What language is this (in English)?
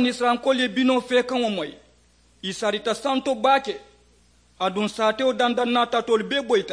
Mandingo